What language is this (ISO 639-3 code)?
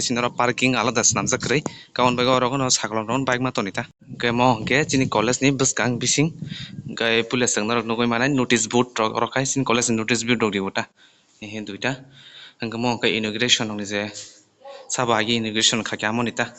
trp